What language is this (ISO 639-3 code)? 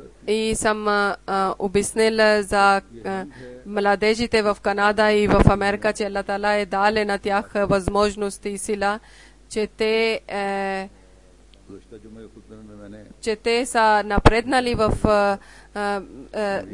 bul